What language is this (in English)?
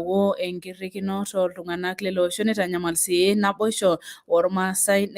Masai